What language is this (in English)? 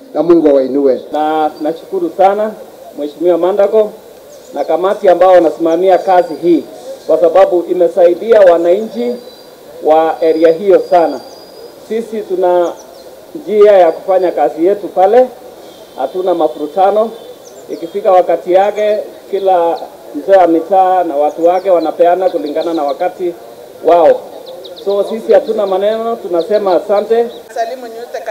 Swahili